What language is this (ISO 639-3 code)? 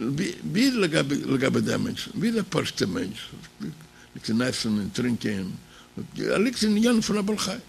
yid